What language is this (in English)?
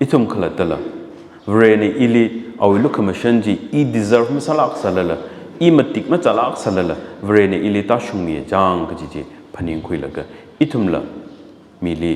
Tangkhul Naga (India)